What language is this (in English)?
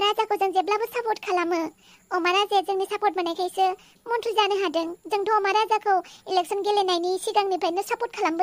Bodo